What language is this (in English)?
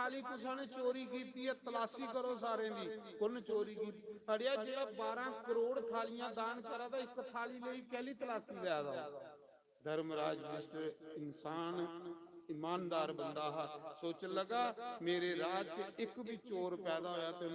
Dogri